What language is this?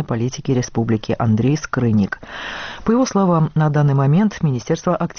Russian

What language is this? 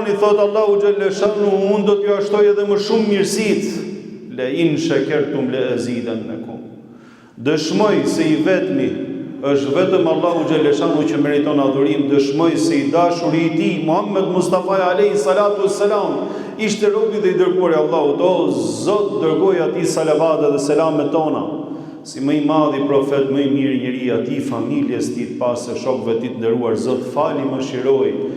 Albanian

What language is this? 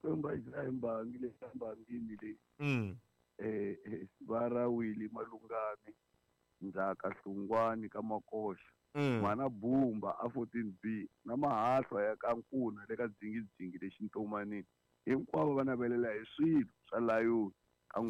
Tsonga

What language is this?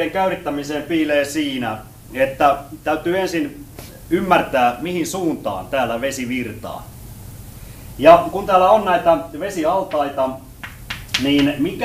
Finnish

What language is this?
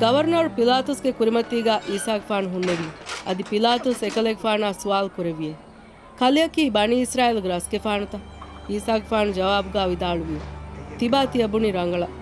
Divehi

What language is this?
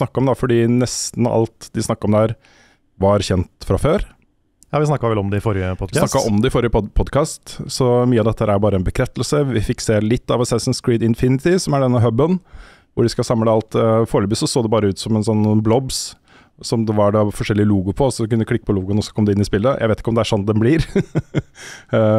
Norwegian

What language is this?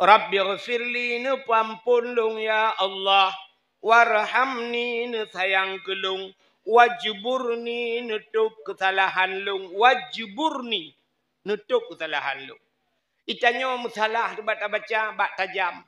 Achinese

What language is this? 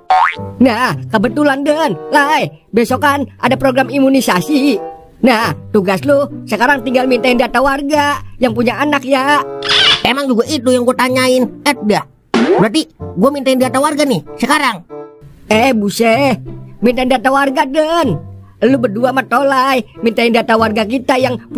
Betawi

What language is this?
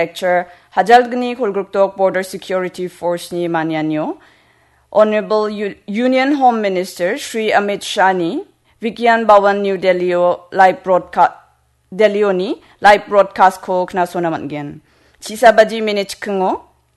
Garo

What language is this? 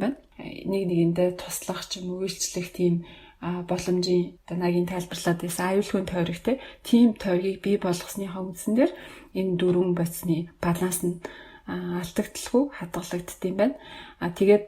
Mongolian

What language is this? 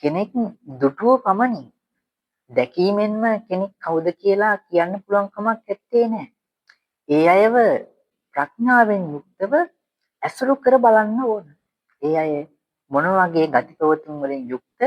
Sinhala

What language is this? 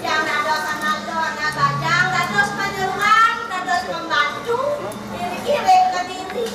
Balinese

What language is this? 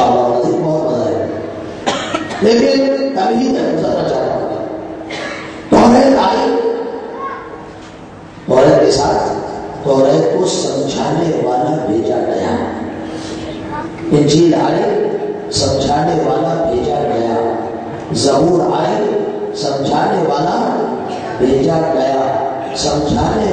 Urdu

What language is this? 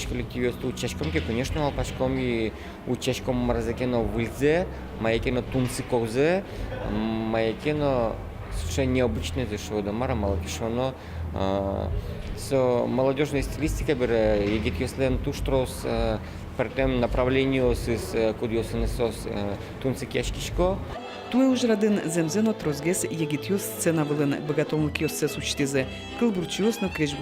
Udmurt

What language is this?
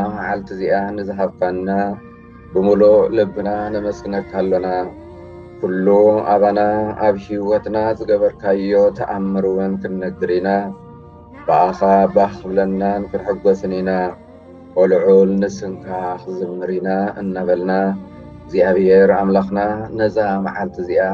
Tigrinya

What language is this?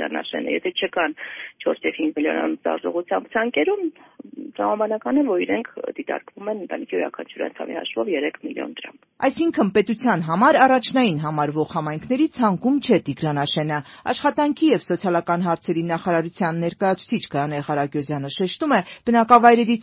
Armenian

